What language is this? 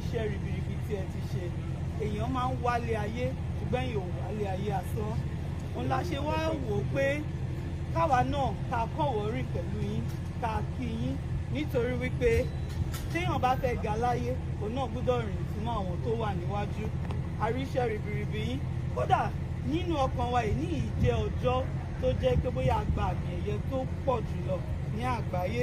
Yoruba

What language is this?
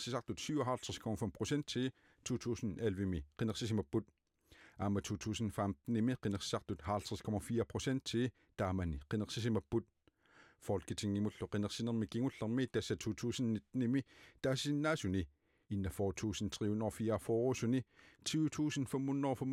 Kalaallisut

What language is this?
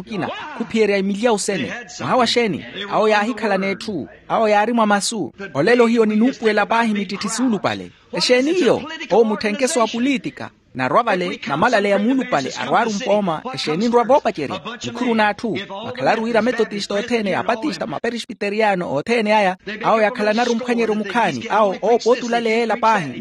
Makhuwa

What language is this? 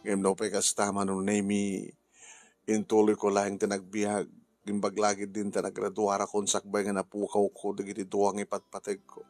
Iloko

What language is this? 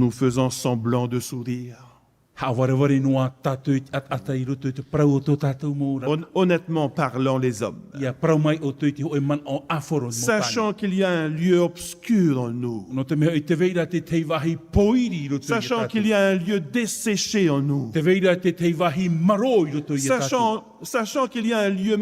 Tahitian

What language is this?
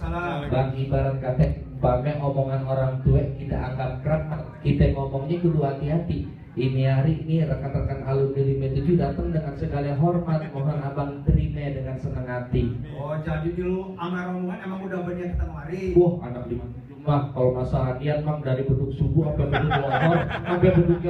Betawi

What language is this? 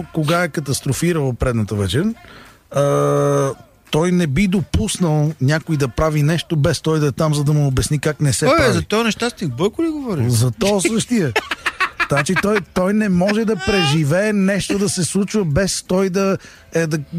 Bulgarian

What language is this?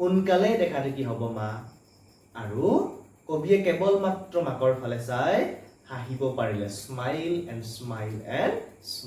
Assamese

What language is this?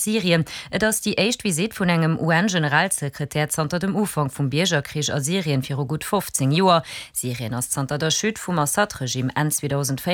Luxembourgish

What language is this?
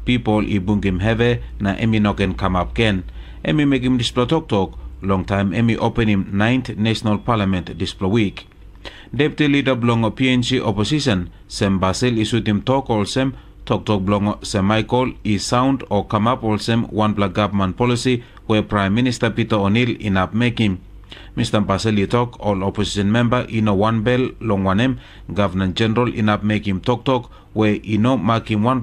Tok Pisin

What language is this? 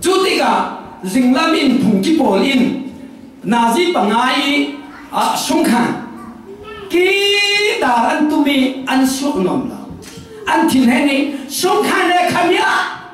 Falam Chin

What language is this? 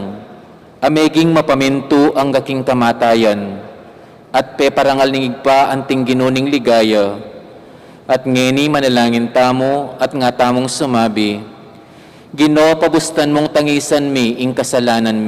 Pampanga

